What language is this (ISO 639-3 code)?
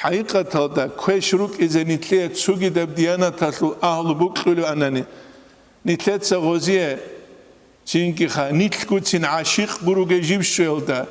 ava